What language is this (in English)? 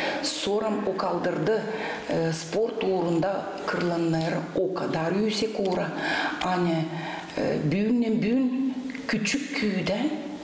Gagauz